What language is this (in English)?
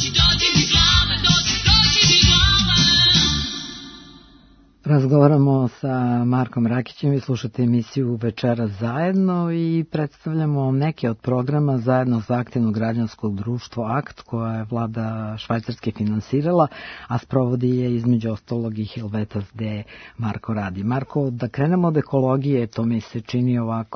Serbian